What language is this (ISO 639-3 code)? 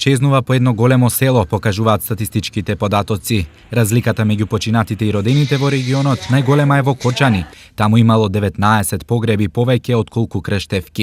mkd